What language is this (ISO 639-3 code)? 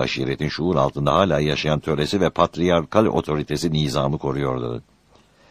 tur